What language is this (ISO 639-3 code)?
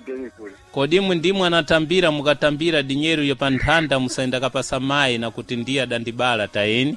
seh